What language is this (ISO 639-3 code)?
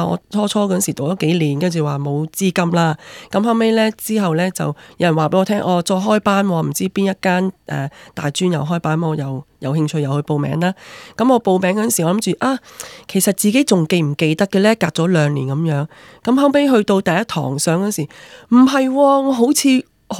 yue